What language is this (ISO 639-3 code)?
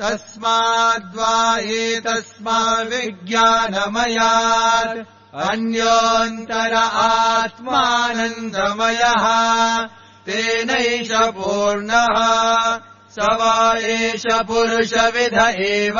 san